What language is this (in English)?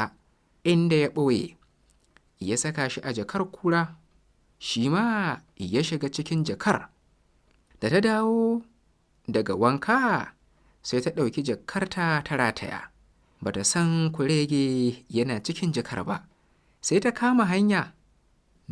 Hausa